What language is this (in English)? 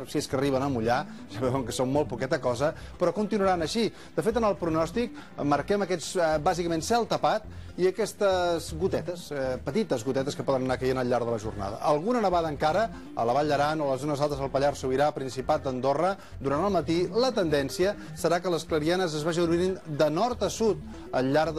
Catalan